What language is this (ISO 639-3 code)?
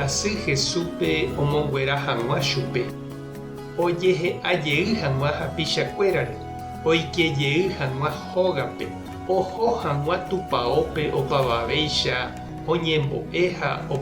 grn